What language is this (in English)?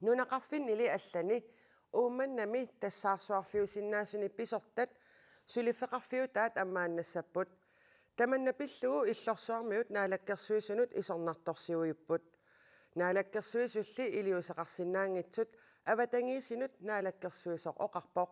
Kalaallisut